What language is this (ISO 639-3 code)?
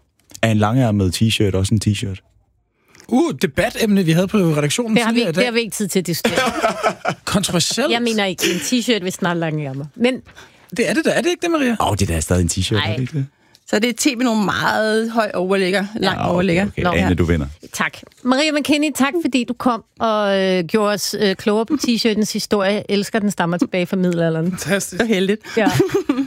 dan